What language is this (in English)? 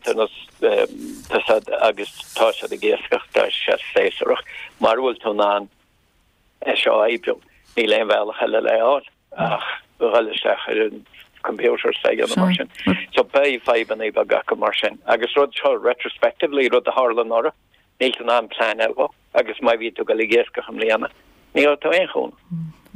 Irish